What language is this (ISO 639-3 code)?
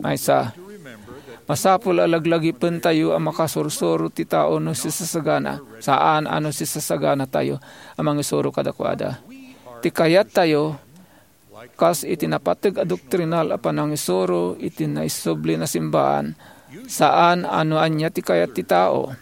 ilo